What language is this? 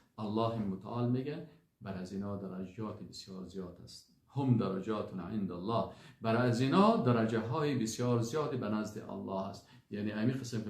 Persian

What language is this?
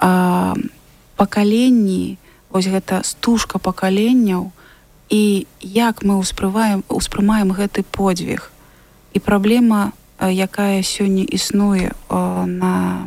Belarusian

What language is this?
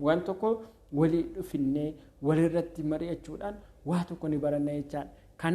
Oromo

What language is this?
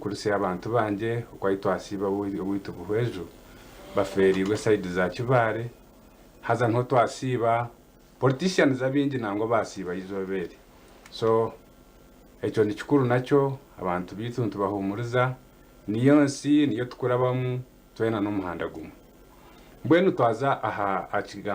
Nyankole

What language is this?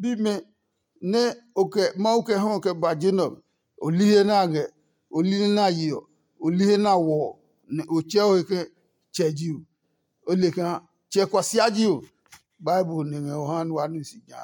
Adangme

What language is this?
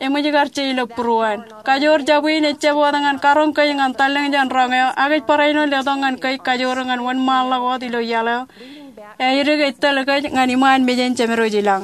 Marshallese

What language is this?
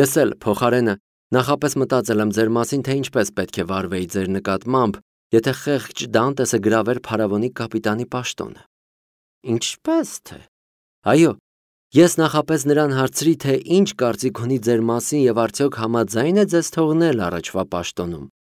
Armenian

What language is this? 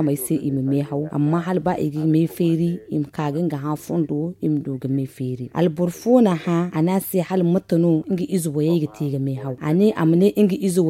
Zarma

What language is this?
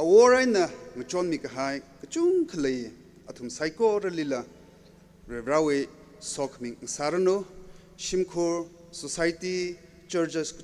Tangkhul Naga (India)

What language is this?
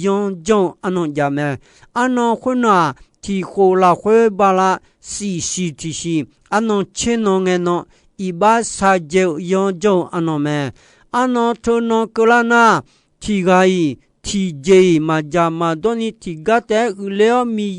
Akha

